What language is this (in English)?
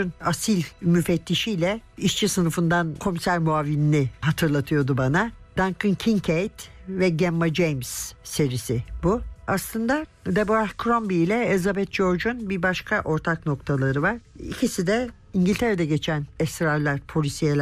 Turkish